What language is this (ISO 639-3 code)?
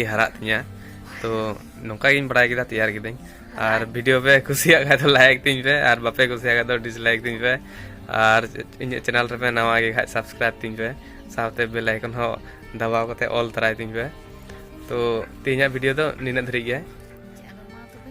sat